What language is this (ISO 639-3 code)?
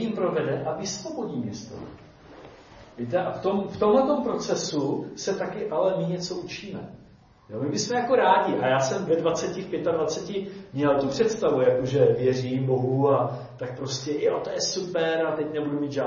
ces